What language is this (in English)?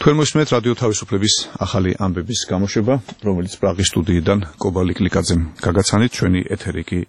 Georgian